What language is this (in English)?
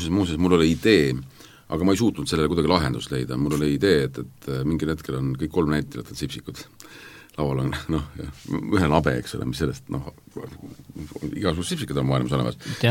Estonian